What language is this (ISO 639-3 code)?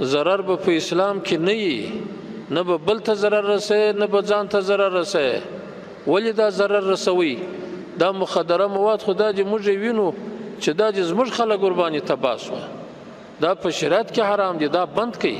pus